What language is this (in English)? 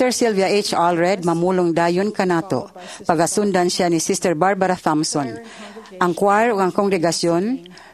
Cebuano